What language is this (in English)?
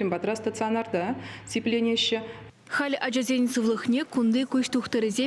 Chuvash